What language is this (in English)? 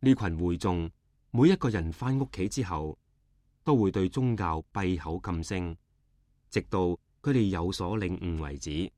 Cantonese